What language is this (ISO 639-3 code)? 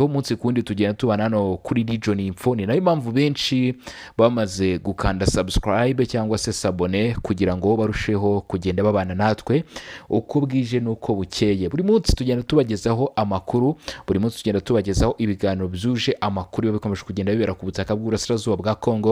kin